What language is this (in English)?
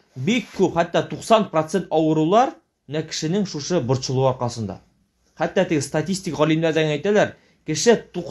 Tatar